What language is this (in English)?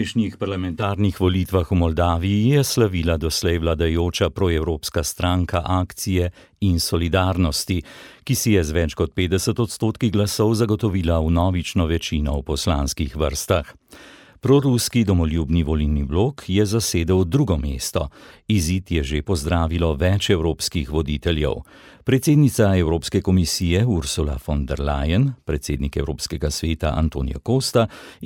Slovenian